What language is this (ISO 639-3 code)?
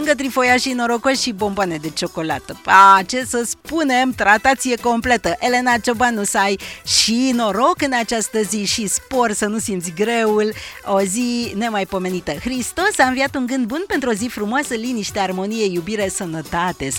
ron